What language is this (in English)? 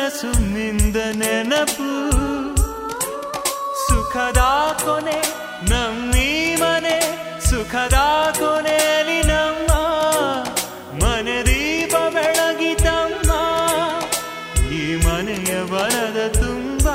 Kannada